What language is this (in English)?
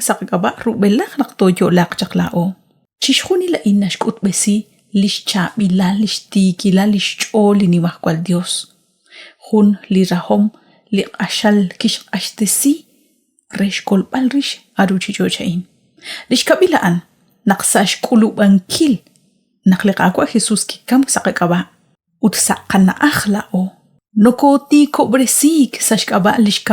Kekchí